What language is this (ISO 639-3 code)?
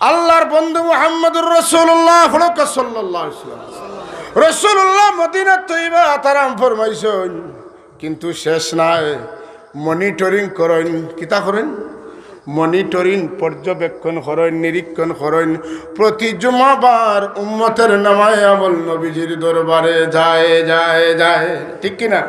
syl